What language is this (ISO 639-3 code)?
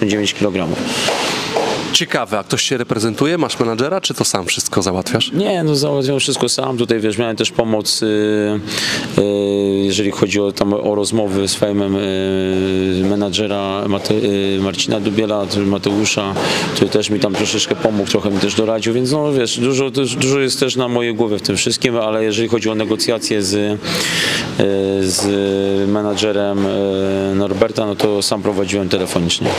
pol